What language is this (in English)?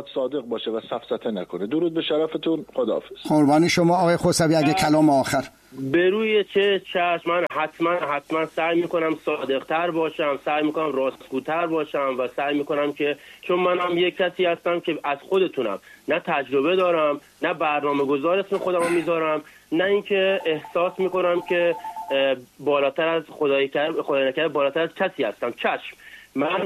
Persian